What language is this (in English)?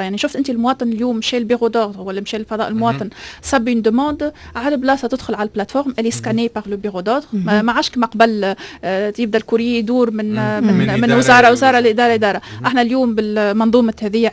Tunisian Arabic